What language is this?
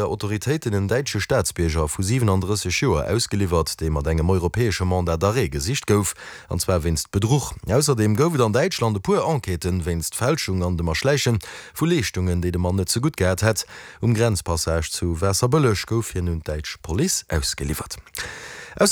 Luxembourgish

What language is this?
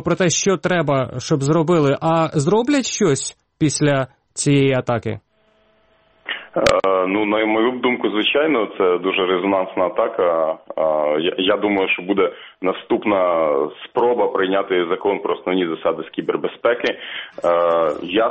Ukrainian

